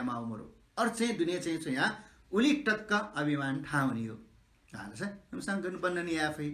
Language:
Newari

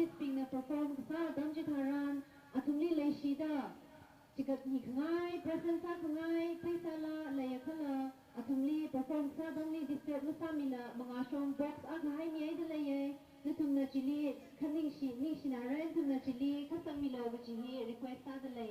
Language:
Tangkhul Naga (India)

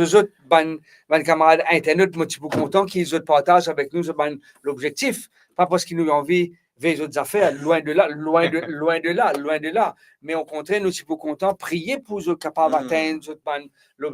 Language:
Morisyen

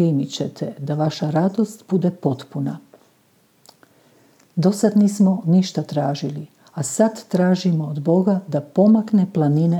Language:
Croatian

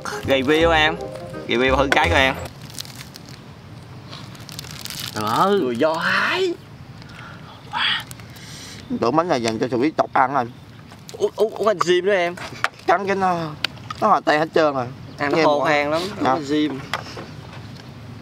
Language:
Vietnamese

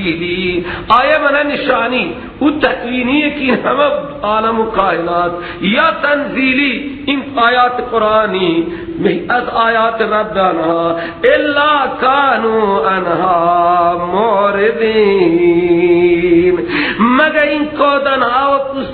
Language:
Persian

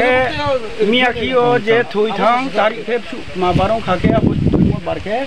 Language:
Riang (India)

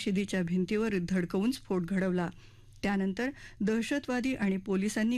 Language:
Marathi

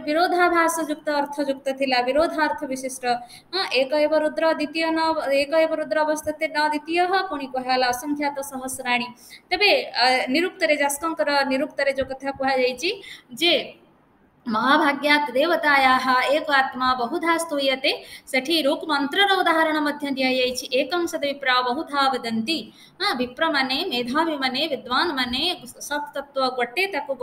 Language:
Odia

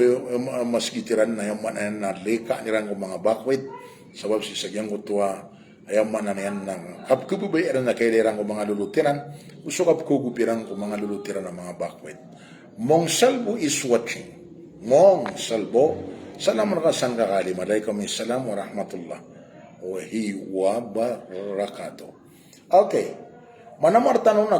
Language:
Maranao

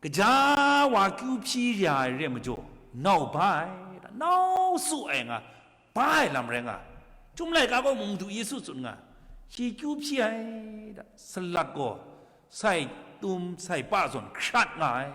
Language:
Kachin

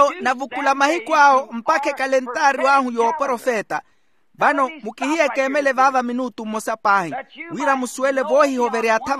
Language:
Makhuwa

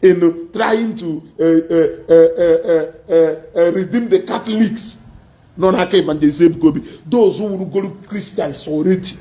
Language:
Igbo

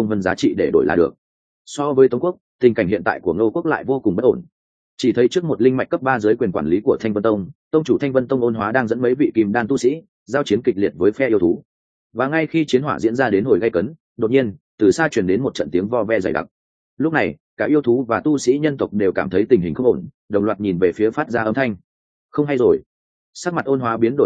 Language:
Vietnamese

